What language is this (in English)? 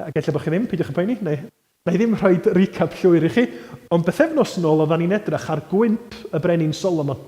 Welsh